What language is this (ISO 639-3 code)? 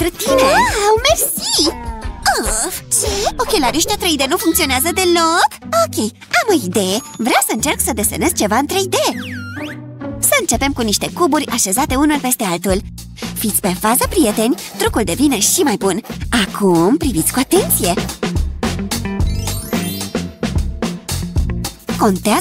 ron